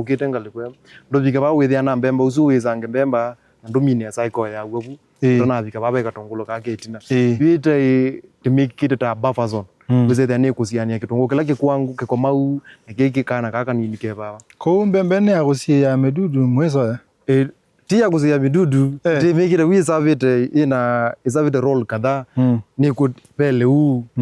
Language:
Kamba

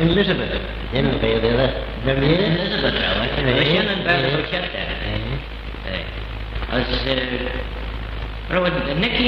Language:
Manx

